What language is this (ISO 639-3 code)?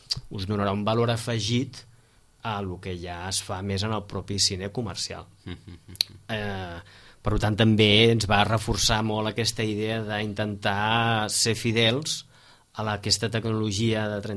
cat